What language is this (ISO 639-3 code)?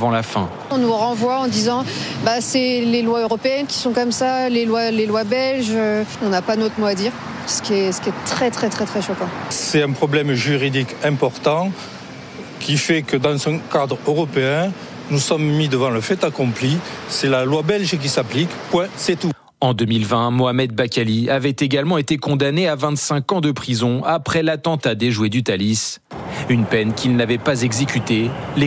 fra